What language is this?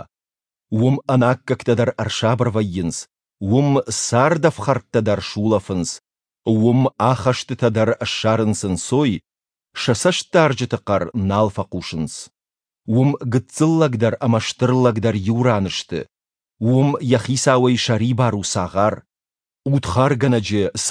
Ossetic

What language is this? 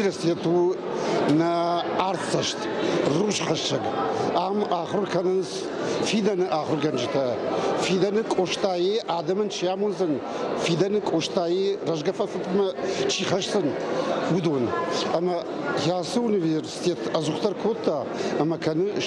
Ossetic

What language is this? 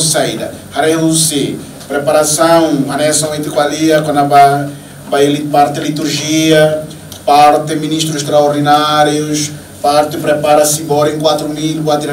Tetum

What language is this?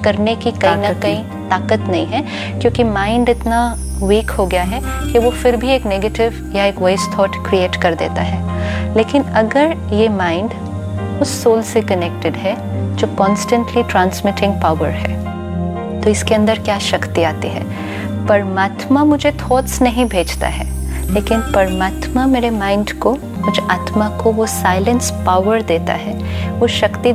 Hindi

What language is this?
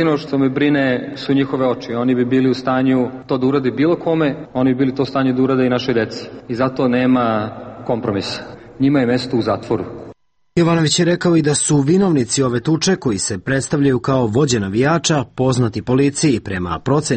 Serbian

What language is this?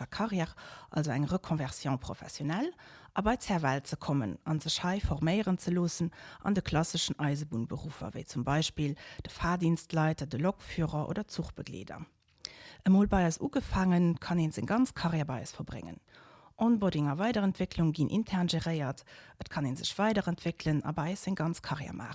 Luxembourgish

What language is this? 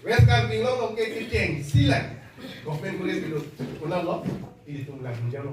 Karbi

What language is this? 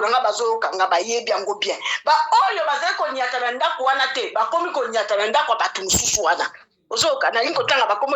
Lingala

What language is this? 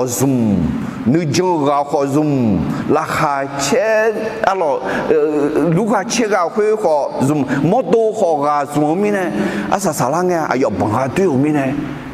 Akha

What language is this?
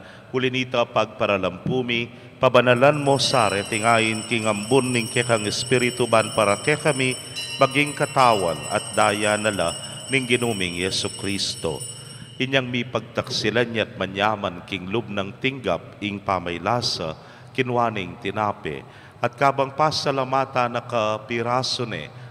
Pampanga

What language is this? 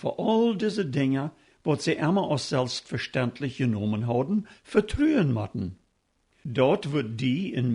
Plautdietsch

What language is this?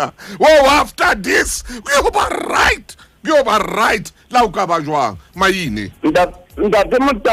Southern Sotho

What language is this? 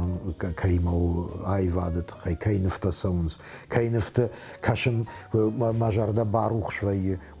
Ossetic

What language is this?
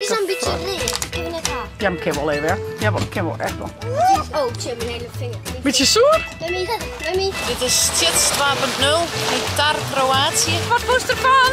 Western Frisian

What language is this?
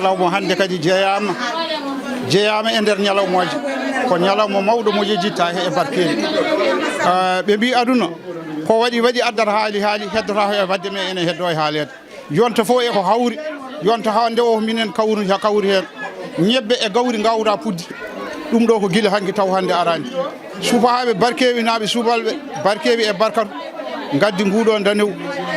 Fula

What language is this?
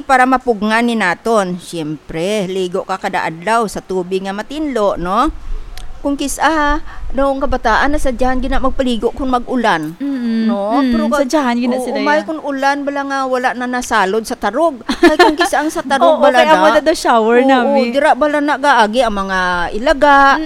Hiligaynon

